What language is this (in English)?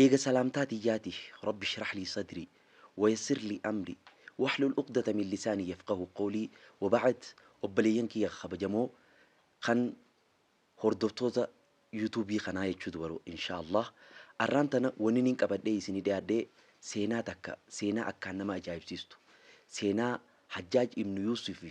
Oromo